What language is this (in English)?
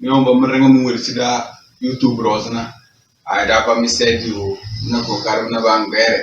Tem